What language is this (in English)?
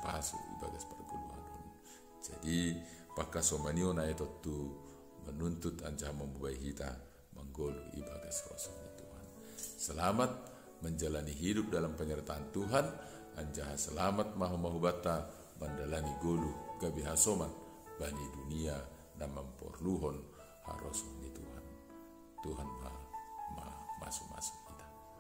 Batak Simalungun